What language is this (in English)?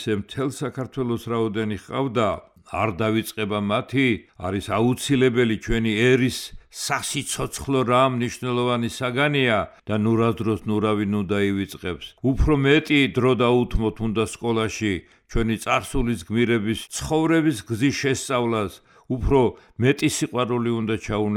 Georgian